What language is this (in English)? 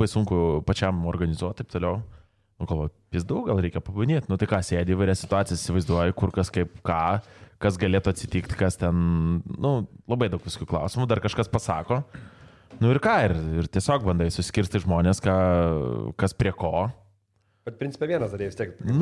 Lithuanian